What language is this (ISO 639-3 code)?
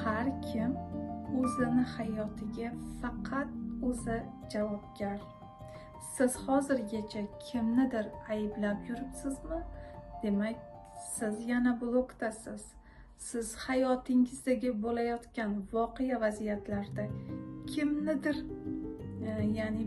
uzb